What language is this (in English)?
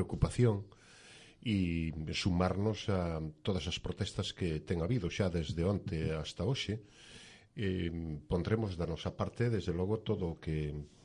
Galician